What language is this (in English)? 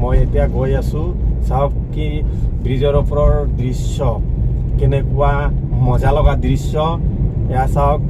Assamese